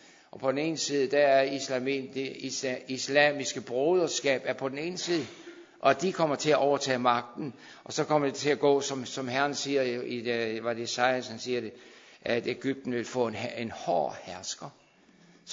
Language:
Danish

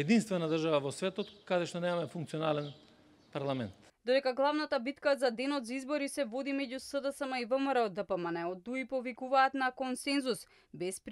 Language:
Macedonian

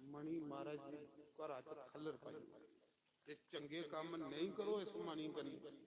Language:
Dogri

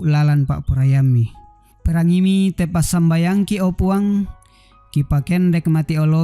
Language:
Toraja-Sa'dan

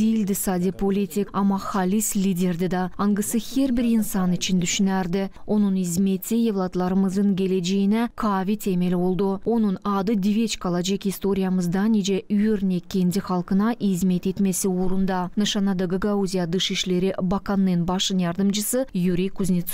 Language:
Gagauz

